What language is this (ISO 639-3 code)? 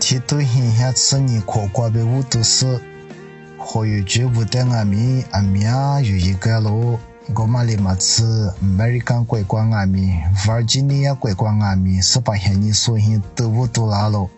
lis